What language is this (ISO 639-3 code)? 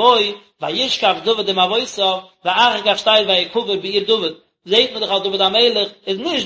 yid